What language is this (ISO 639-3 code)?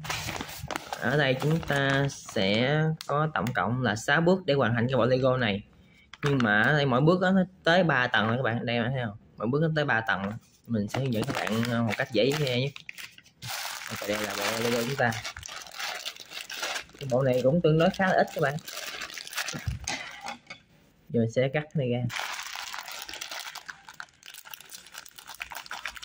vie